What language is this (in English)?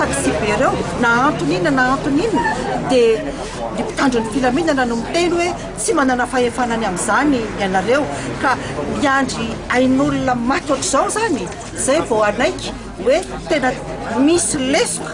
Malagasy